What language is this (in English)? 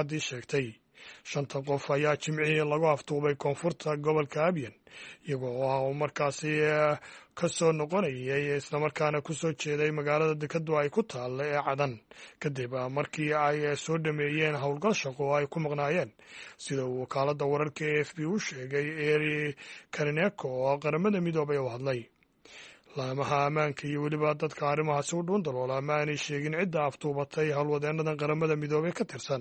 Somali